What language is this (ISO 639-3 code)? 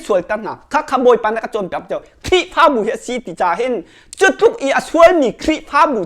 cnh